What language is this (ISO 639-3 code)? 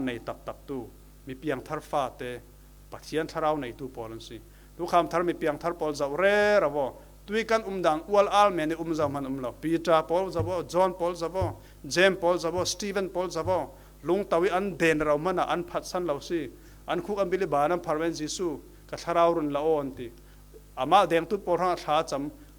cfm